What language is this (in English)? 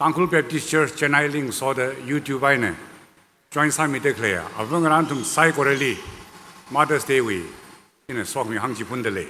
Tangkhul Naga (India)